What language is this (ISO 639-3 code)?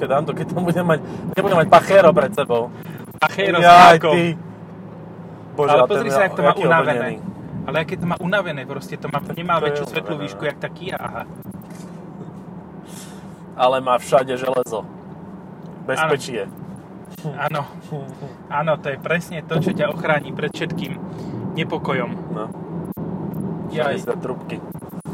slk